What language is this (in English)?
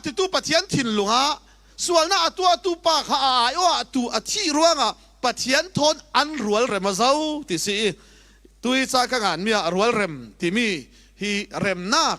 Falam Chin